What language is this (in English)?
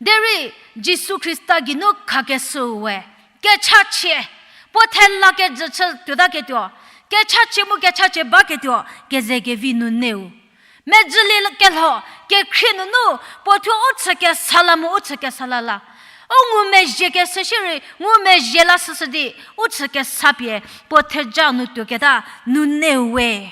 Angami Naga